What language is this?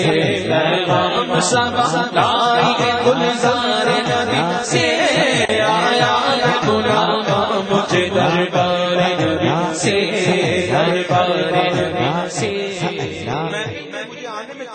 Urdu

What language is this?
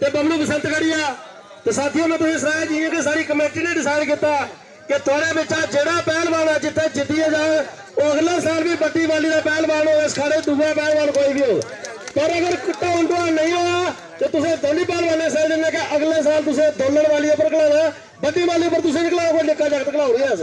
Dogri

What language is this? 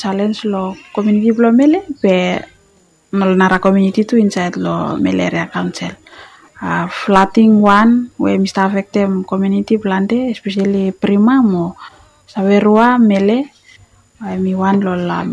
Bislama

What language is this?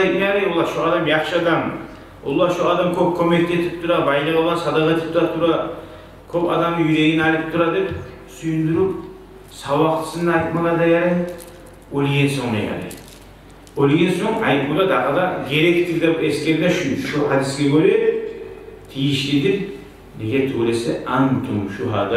Kumyk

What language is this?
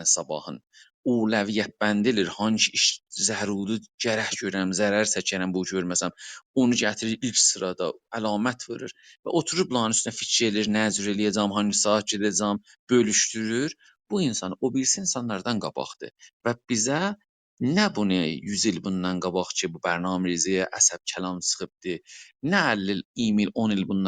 South Azerbaijani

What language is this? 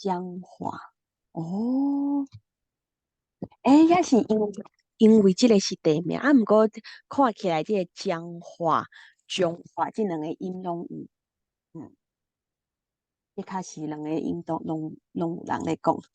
Min Nan Chinese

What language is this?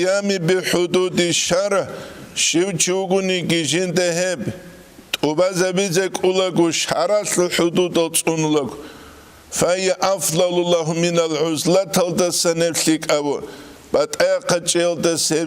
Avaric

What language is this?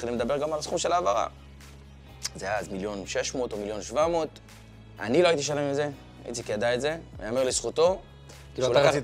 Hebrew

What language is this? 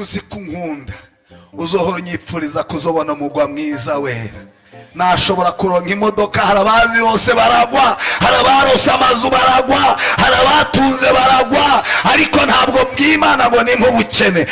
Rundi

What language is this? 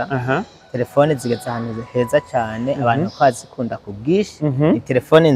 Rundi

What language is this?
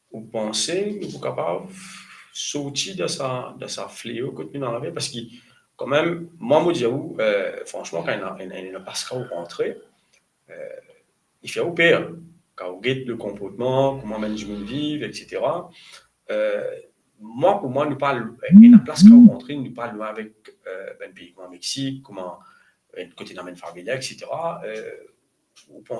Morisyen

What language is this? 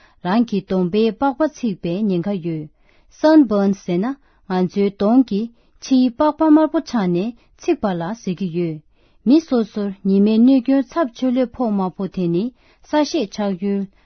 Tibetan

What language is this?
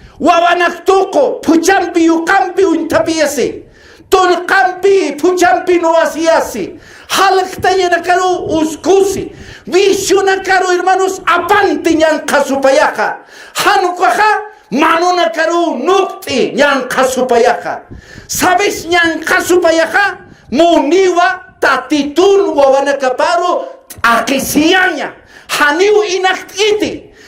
Aymara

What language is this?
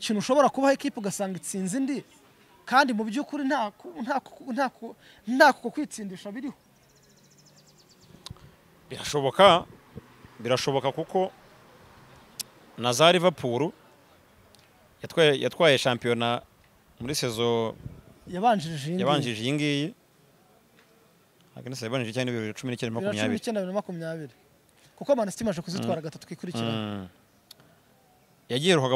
Kinyarwanda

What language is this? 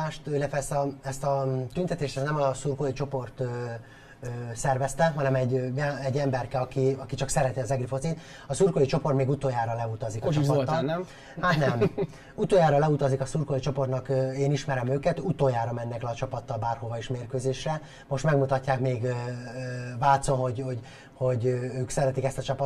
Hungarian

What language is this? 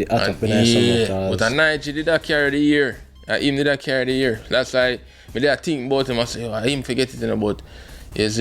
Jamaican Creole English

